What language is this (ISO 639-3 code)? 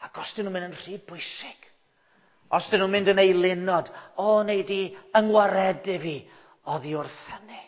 cym